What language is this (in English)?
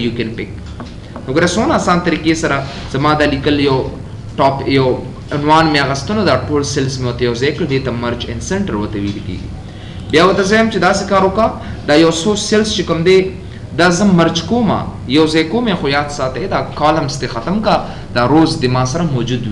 Pashto